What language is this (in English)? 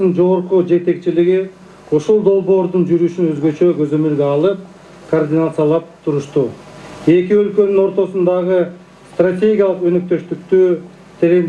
Kyrgyz